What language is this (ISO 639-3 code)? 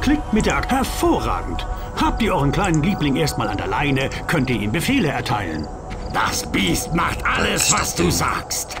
gsw